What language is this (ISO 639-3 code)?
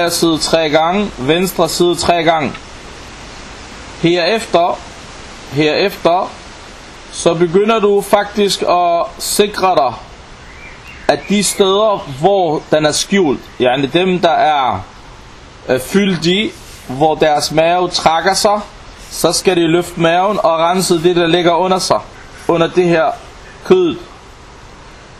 dan